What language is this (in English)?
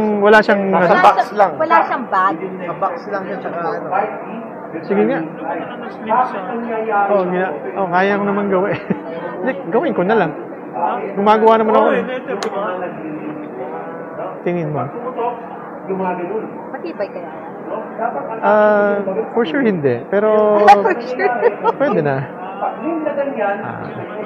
Filipino